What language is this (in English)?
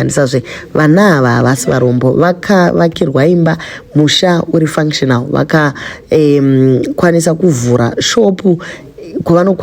Shona